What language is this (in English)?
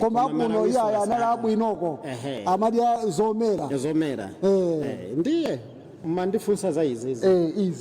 Nyanja